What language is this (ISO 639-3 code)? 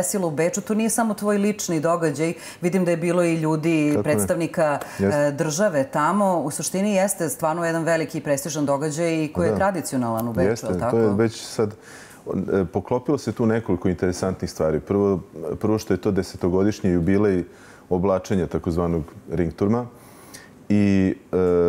srp